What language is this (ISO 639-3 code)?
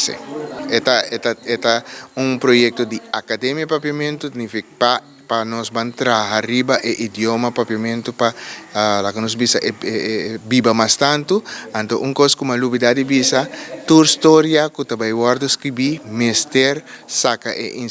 pap